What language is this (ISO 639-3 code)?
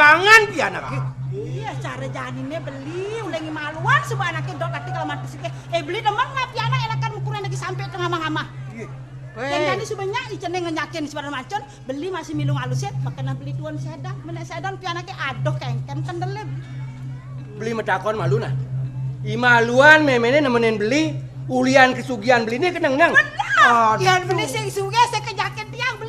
ban